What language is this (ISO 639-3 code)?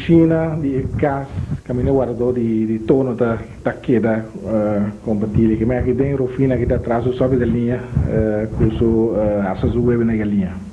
pap